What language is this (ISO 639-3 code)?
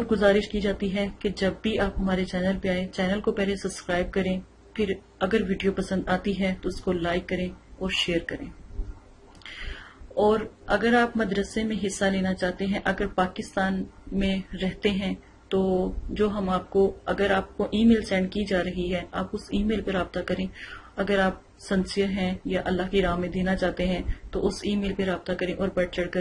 urd